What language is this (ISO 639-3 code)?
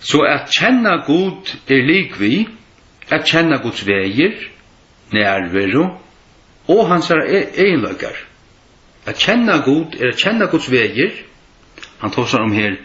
fao